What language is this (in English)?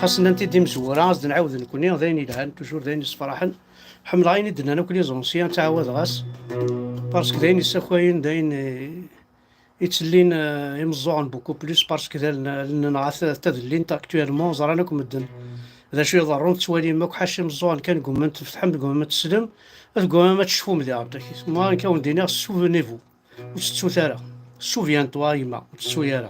Kabyle